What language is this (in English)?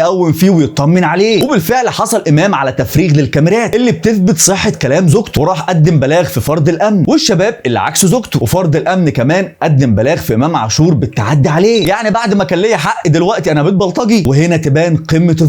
Egyptian Arabic